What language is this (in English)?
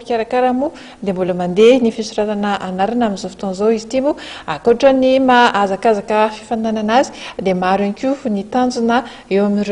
Malagasy